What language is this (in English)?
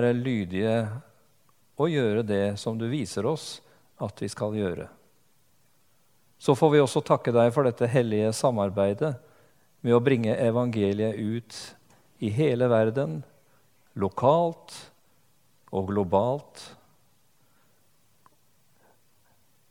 Norwegian